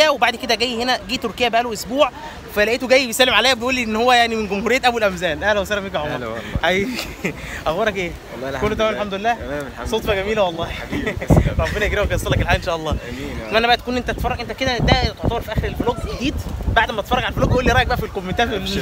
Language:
Egyptian Arabic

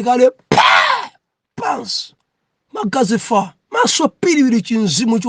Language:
Nyanja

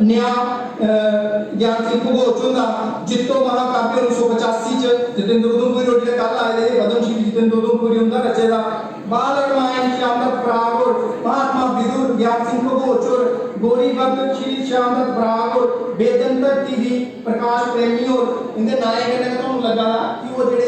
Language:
Dogri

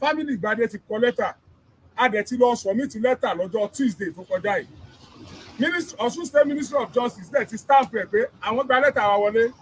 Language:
Yoruba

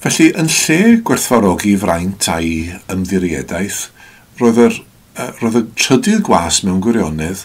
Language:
Welsh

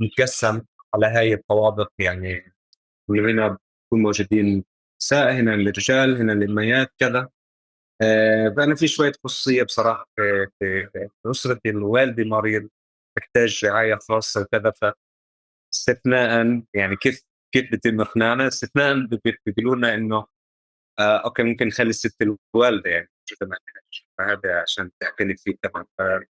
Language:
North Levantine Arabic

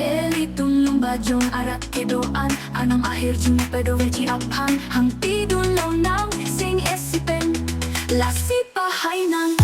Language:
Karbi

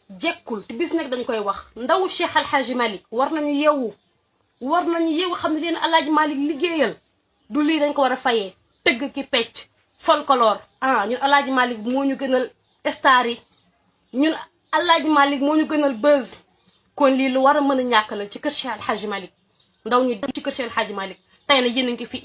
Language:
Wolof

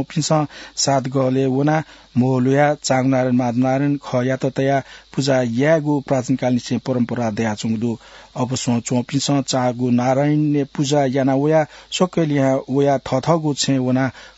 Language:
Newari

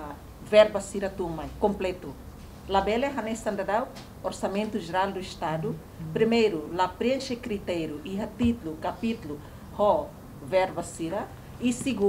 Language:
Tetum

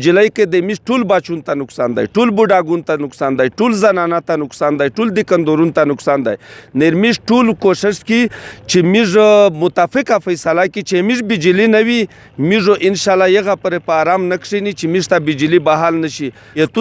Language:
Pashto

